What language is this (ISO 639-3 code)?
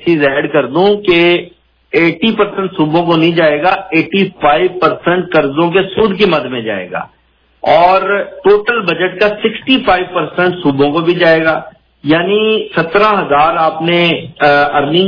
urd